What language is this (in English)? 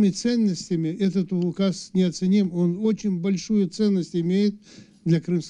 Crimean Tatar